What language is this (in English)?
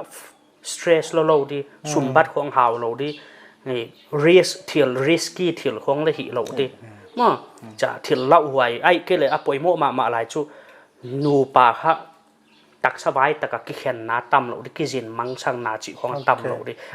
Paite Chin